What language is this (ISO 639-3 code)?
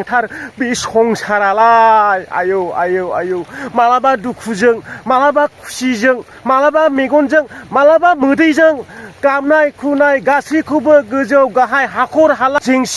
brx